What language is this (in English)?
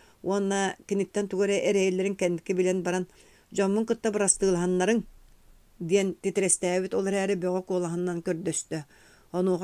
Yakut